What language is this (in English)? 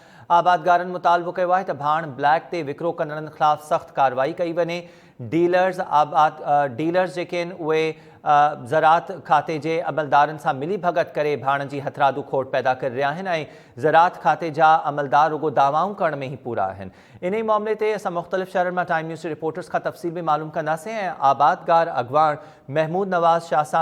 Sindhi